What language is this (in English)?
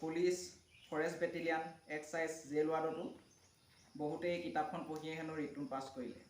Assamese